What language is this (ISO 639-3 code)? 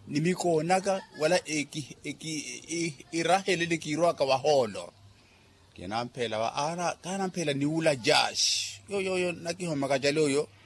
vmw